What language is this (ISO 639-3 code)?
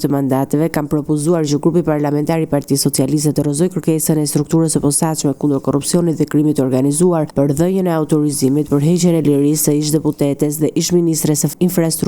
sqi